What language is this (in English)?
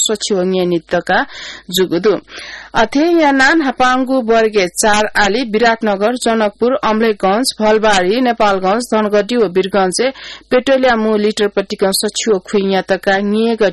Newari